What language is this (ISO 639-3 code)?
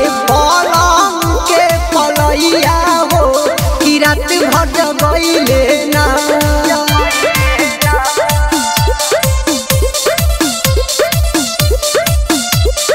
bho